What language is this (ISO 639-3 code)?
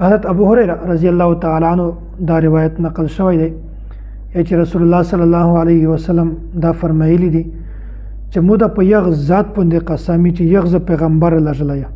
pus